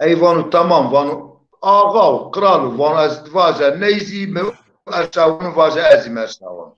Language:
Zaza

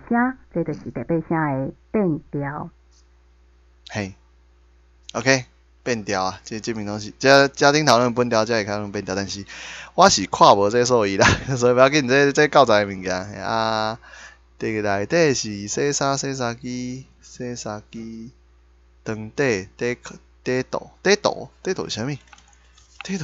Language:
Min Nan Chinese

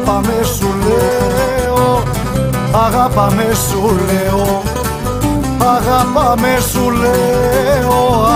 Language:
Greek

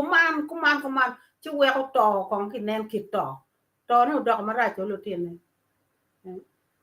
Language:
Acoli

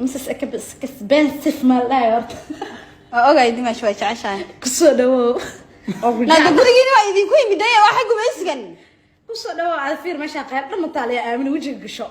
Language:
Somali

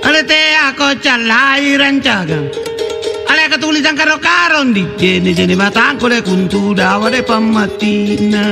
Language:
Makasar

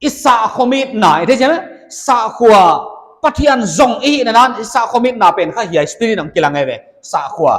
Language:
Paite Chin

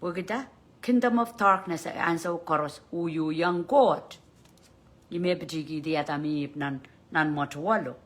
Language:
Pohnpeian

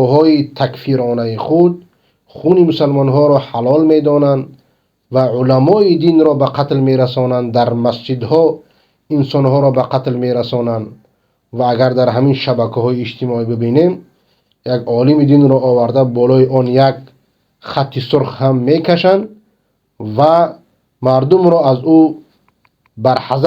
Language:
Persian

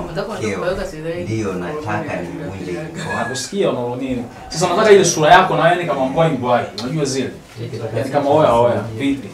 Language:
Swahili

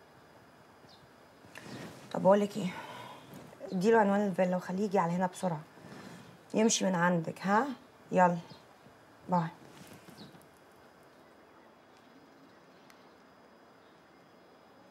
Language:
Egyptian Arabic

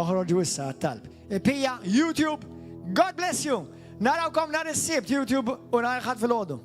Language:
Maltese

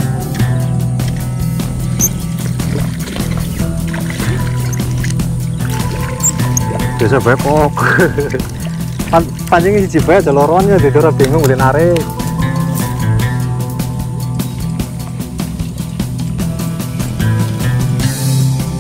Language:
Javanese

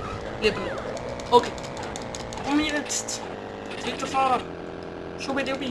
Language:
Swiss German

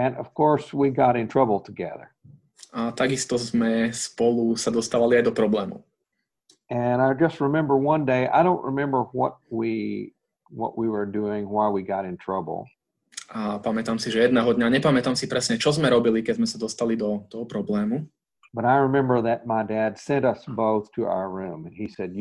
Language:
Slovak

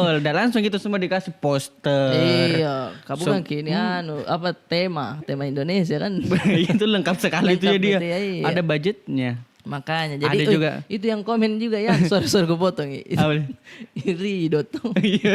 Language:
Makassar Malay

